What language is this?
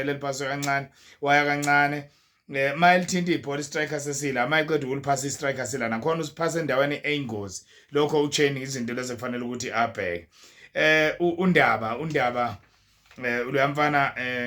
Zulu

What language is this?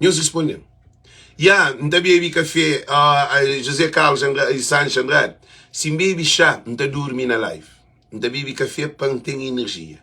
Kabuverdianu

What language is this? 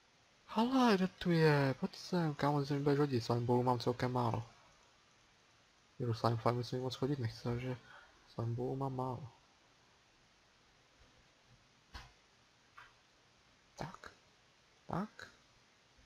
Czech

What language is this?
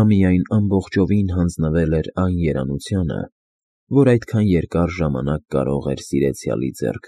Armenian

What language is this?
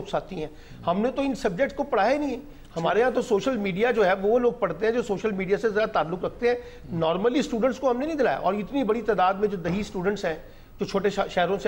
Urdu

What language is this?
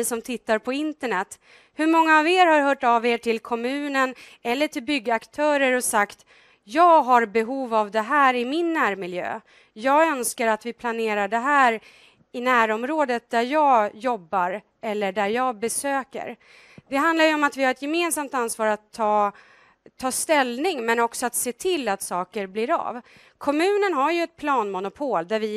Swedish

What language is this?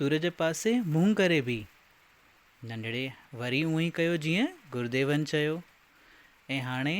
Sindhi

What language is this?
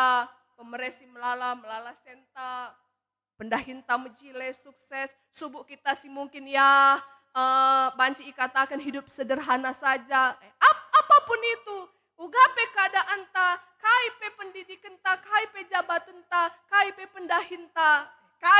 Batak Karo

